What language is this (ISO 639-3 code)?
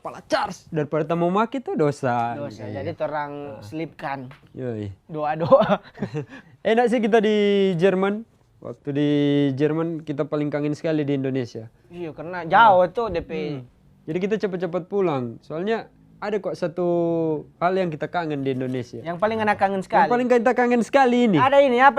xmm